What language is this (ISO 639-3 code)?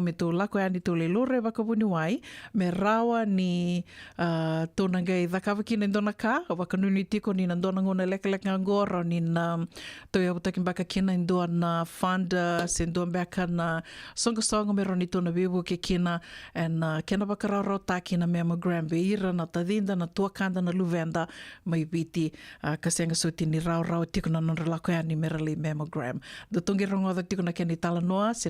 fij